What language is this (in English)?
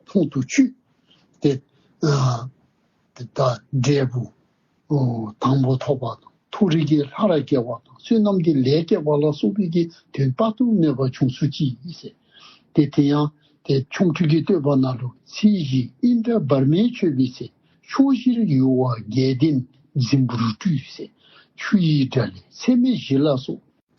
Dzongkha